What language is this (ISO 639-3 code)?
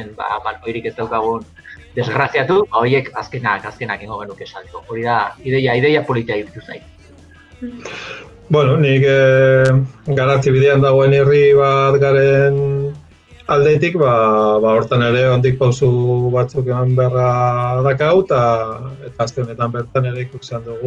eus